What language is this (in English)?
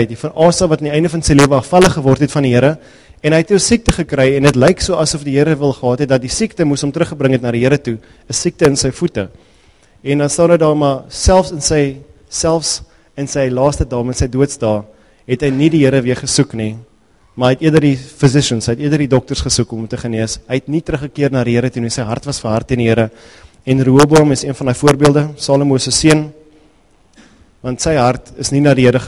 Afrikaans